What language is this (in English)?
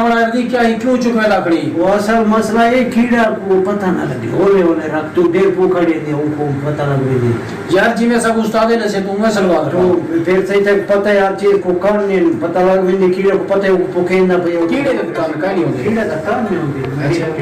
Saraiki